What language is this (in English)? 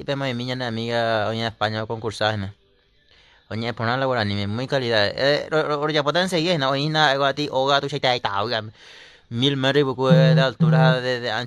Guarani